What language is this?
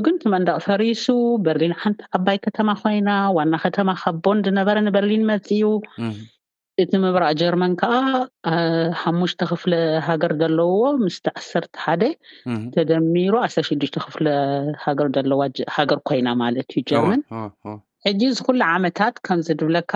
Tigrinya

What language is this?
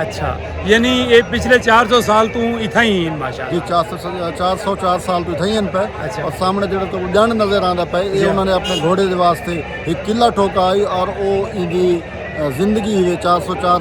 Saraiki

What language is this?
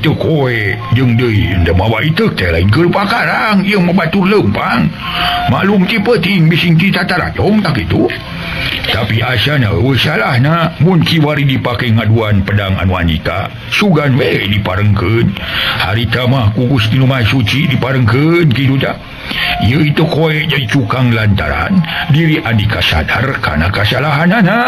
Sundanese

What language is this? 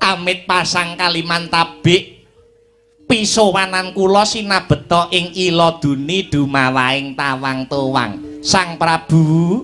Javanese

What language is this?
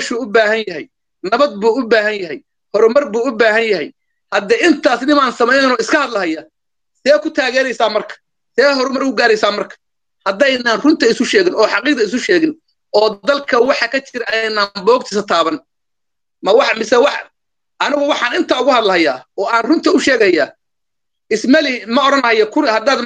Somali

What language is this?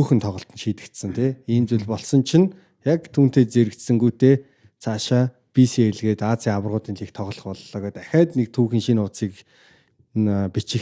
Mongolian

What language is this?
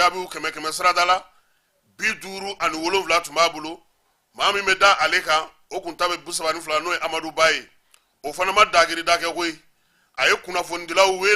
Bambara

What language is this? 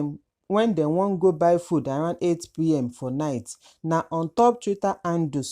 Nigerian Pidgin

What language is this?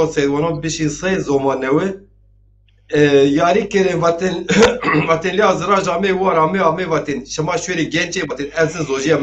Zaza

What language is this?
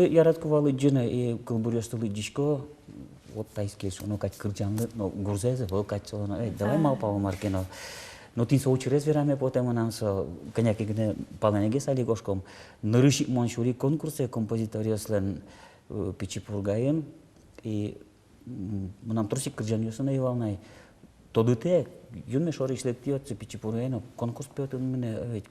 Udmurt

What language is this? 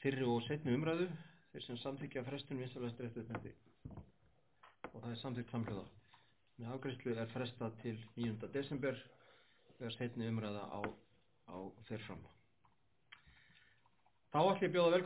Icelandic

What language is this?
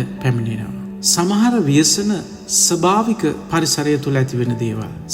Sinhala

